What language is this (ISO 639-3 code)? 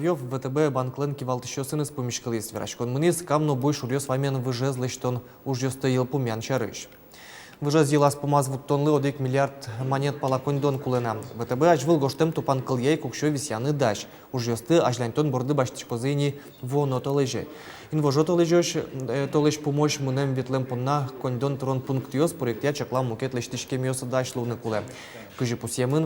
udm